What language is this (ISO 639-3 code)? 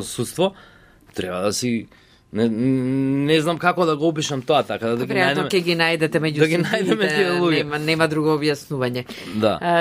mkd